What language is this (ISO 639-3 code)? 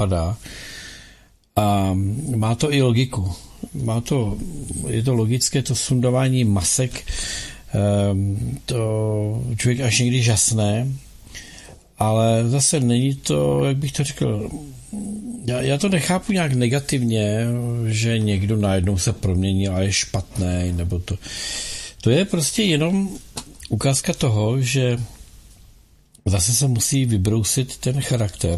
ces